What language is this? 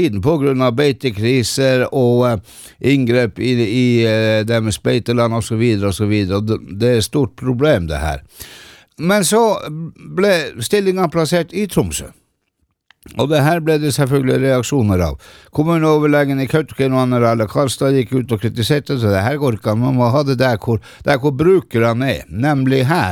Norwegian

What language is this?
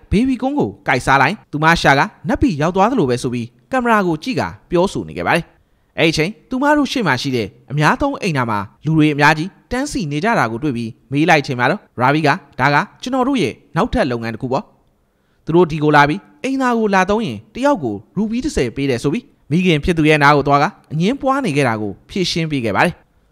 Burmese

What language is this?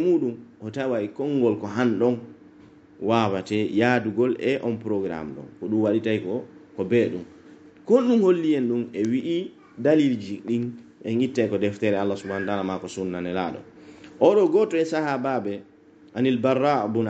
Pular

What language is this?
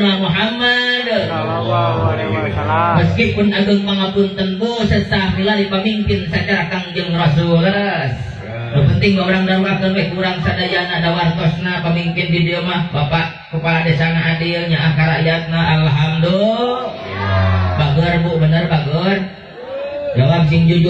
Sundanese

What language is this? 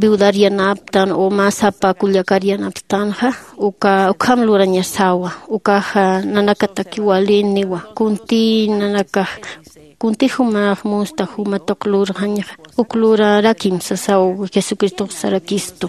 Aymara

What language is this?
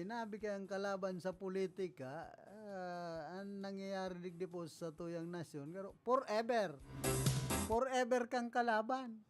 Bikol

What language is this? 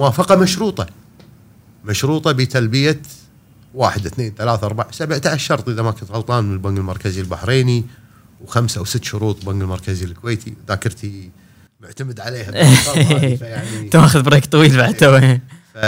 Gulf Arabic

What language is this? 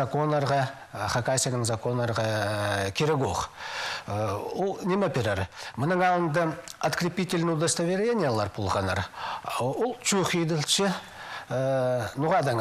Khakas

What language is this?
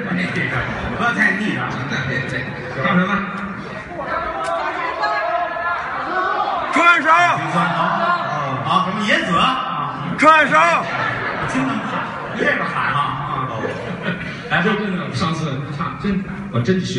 Chinese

